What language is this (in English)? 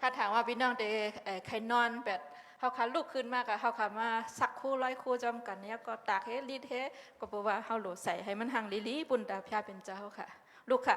Shan